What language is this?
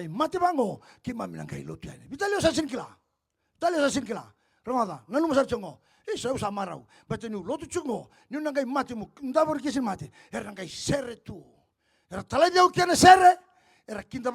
Fijian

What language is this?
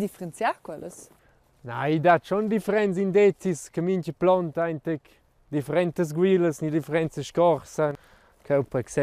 Romansh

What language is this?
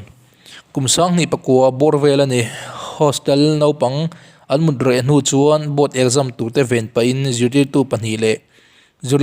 Mizo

